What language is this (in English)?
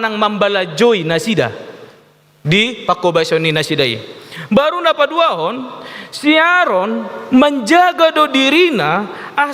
Batak Toba